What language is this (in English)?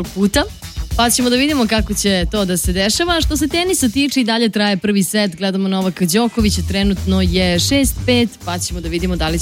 Serbian